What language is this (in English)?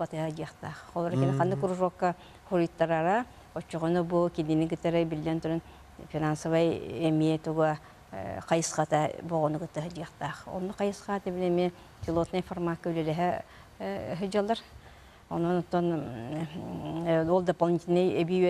Yakut